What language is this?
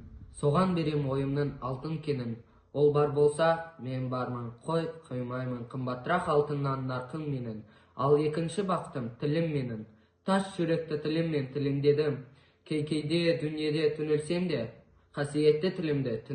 Kazakh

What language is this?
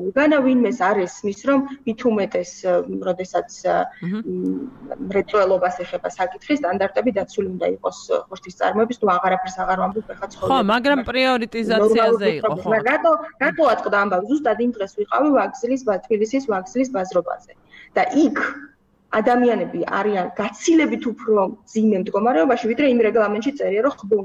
Georgian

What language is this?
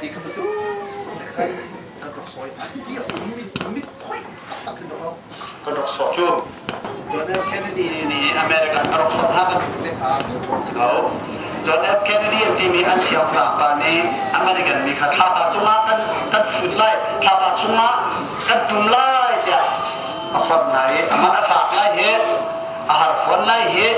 Hakha Chin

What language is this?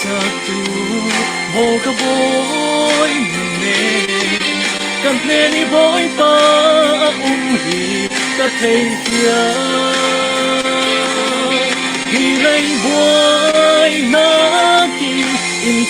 Falam Chin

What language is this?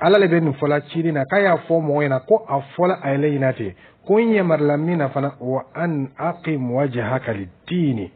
Dyula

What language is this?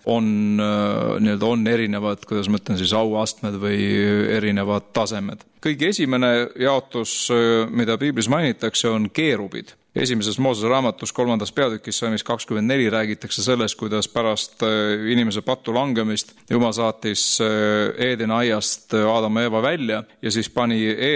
Estonian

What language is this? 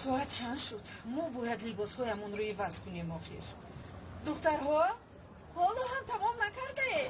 Tajik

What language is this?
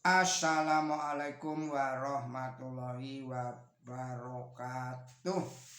Javanese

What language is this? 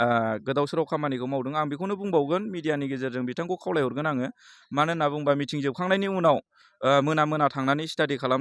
Bodo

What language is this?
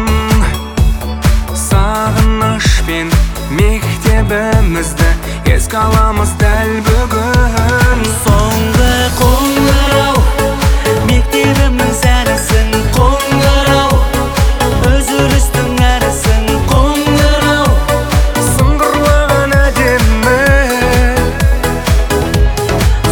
Kazakh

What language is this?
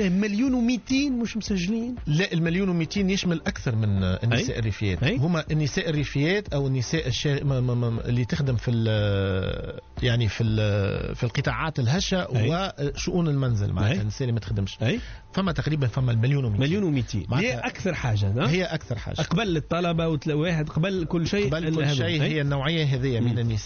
Tunisian Arabic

